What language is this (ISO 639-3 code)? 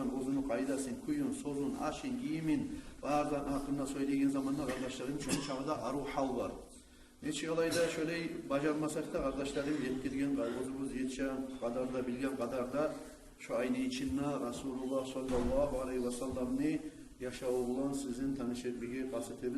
kum